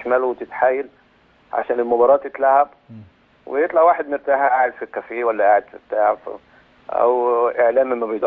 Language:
Egyptian Arabic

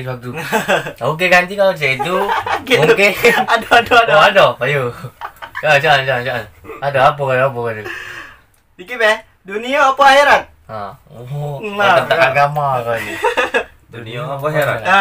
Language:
Musi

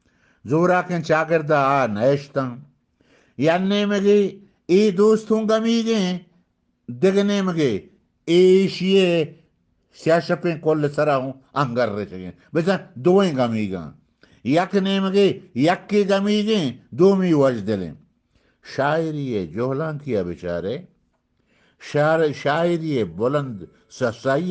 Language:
Eastern Balochi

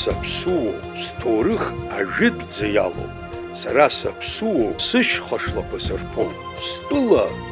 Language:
Abkhazian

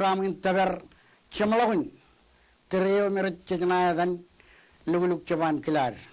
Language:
Marshallese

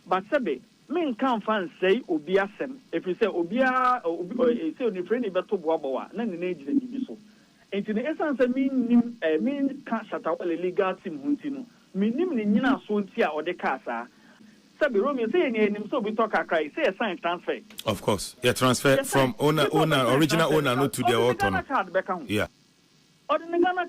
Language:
Akan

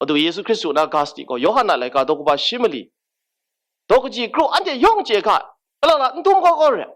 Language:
Kachin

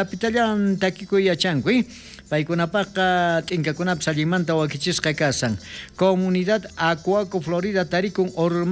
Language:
South Bolivian Quechua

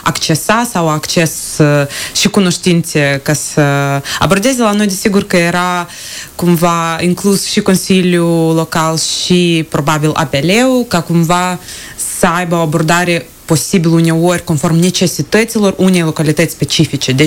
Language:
Romanian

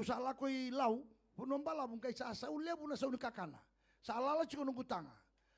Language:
Fijian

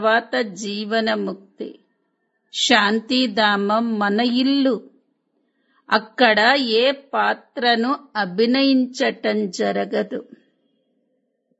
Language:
Telugu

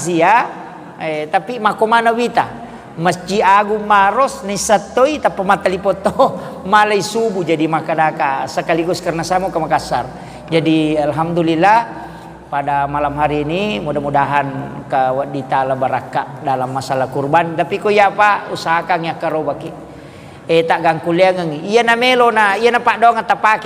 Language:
Buginese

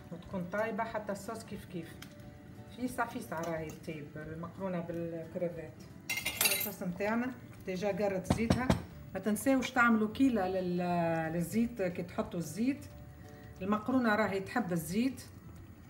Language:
Tunisian Arabic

